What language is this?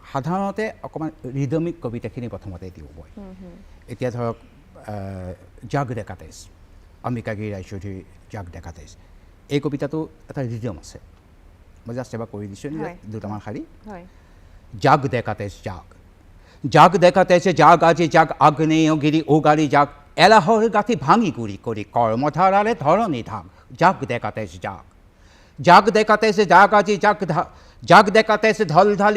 Assamese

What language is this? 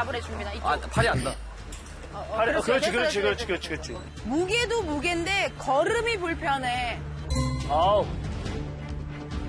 Korean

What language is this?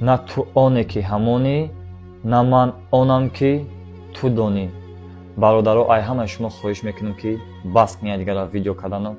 Tajik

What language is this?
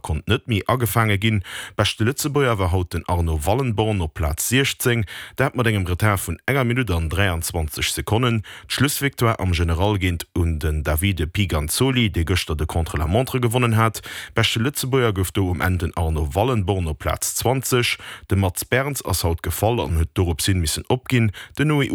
Luxembourgish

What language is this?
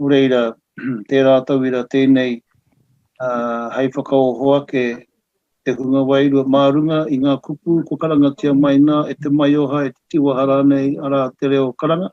Māori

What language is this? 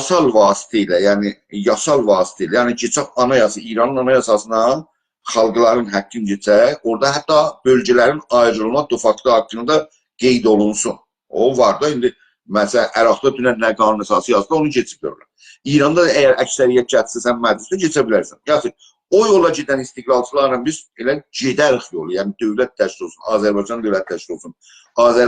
South Azerbaijani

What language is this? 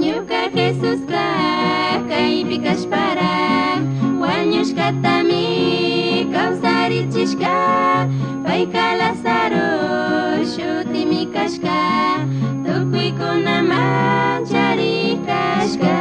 Chimborazo Highland Quichua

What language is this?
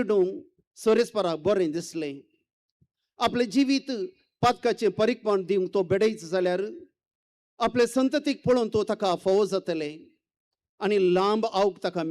Konkani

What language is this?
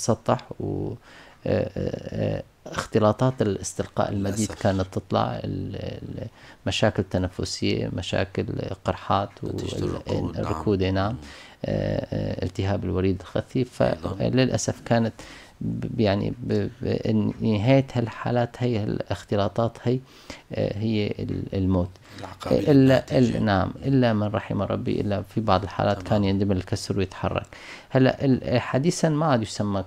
North Levantine Arabic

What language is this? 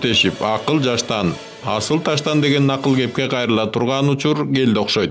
Kyrgyz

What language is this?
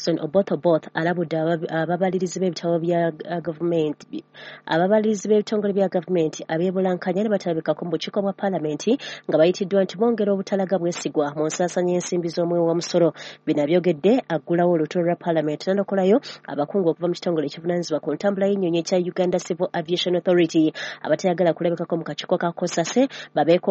Ganda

